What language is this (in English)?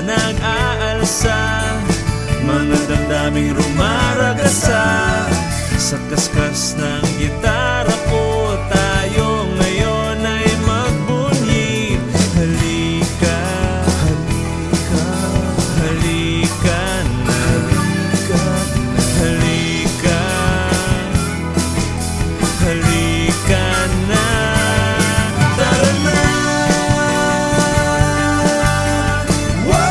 Filipino